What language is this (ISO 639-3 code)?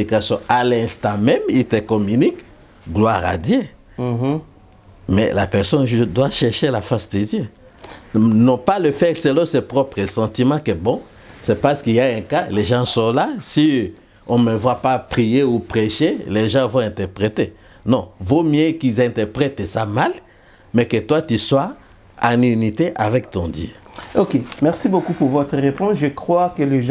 fra